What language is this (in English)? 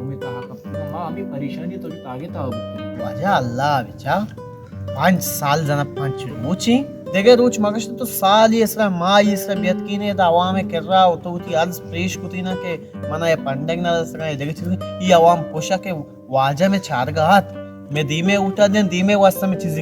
Baluchi